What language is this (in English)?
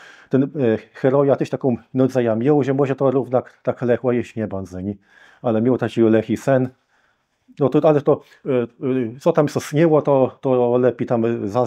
Kashubian